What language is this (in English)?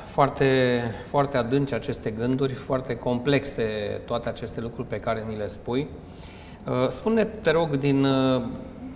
Romanian